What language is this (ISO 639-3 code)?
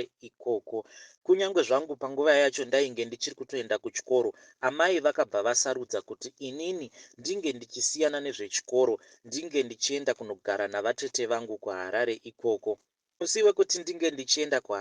sna